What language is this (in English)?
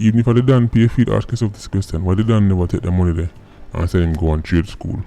Jamaican Creole English